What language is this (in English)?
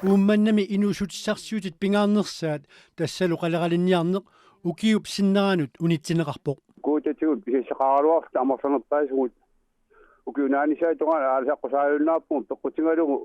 Kalaallisut